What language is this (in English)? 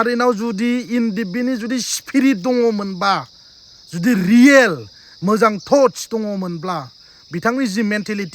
Bodo